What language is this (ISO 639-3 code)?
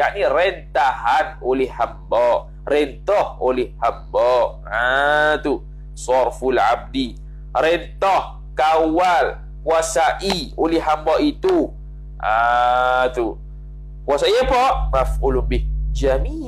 msa